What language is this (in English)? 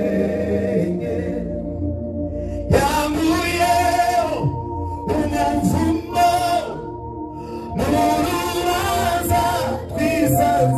Kinyarwanda